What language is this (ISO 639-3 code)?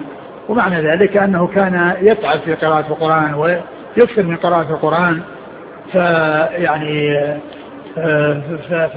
ara